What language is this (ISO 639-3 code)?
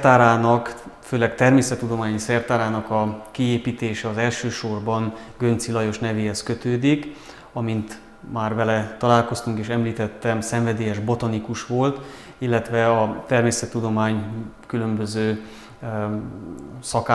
hun